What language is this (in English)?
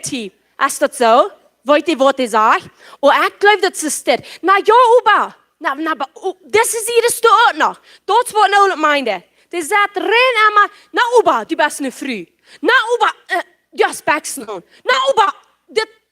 Plautdietsch